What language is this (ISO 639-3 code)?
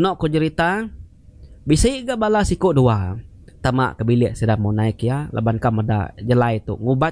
iba